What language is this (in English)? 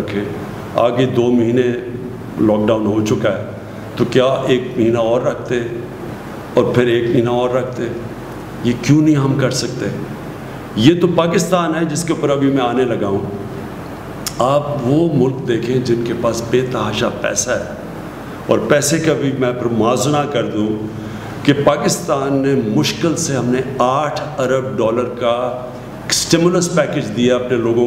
Urdu